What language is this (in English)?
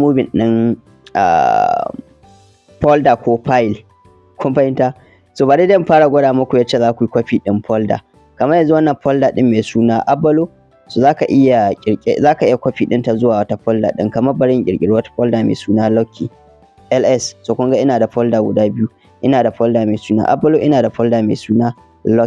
Hausa